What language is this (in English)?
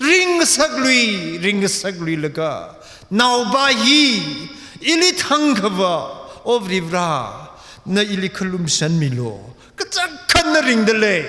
Tangkhul Naga (India)